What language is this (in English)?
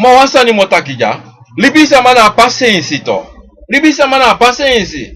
Sranan Tongo